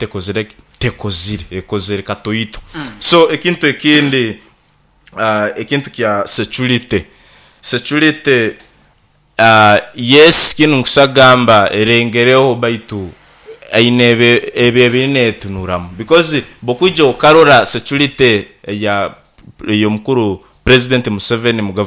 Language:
Nyoro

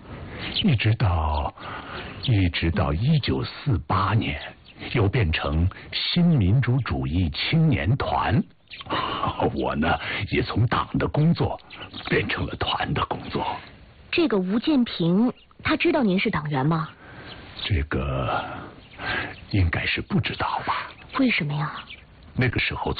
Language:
Chinese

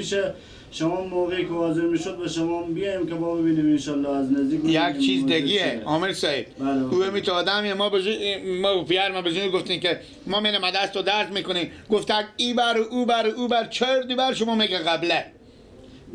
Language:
Persian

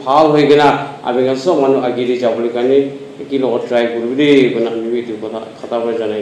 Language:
Naga Pidgin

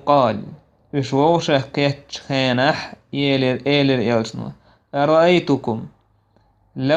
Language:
Chechen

